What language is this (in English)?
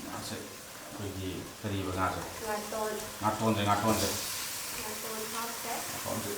Manipuri